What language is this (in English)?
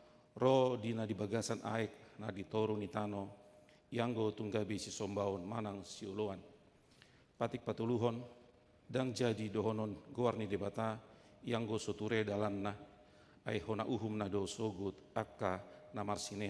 Batak Toba